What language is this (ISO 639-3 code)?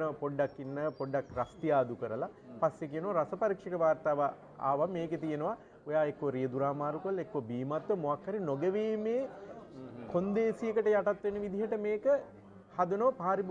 sin